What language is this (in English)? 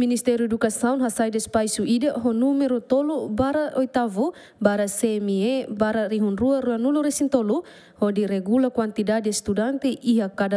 Tetum